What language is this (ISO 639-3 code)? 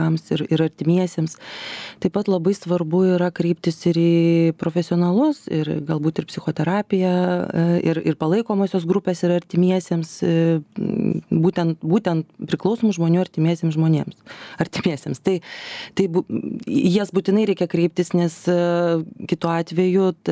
lit